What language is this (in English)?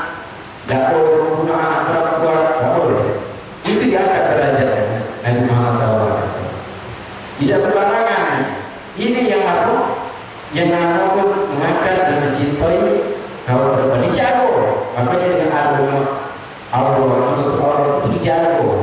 Musi